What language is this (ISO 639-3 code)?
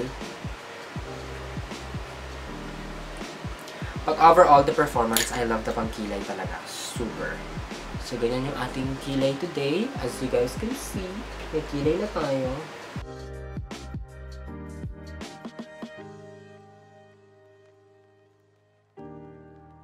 fil